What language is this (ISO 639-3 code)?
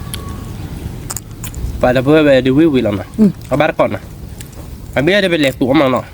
ksw